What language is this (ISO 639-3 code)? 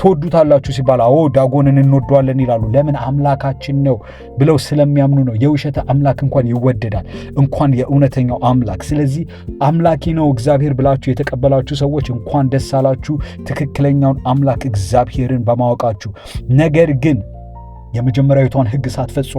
amh